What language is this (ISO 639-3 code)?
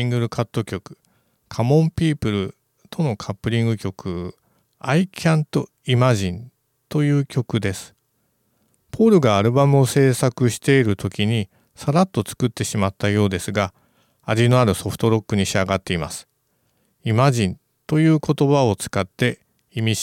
jpn